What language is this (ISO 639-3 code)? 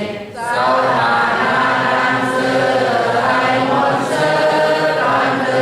shn